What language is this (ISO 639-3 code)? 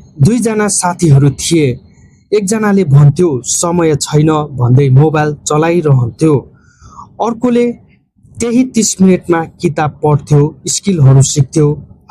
nep